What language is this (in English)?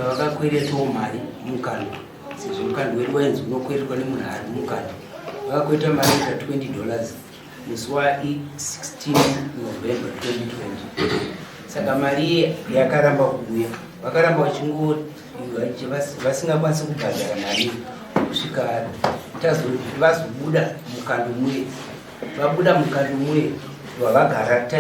Shona